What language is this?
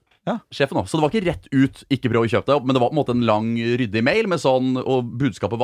Norwegian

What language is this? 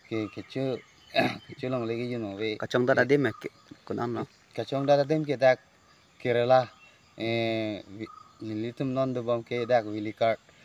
Karbi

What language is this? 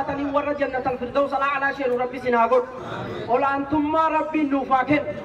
Oromo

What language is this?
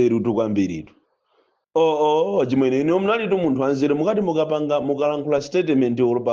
Nyanja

